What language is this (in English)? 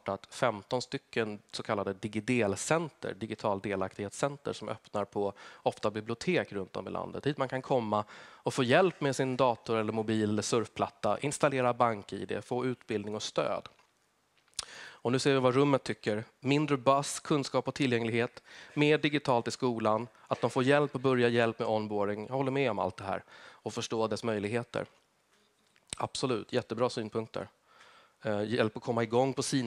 Swedish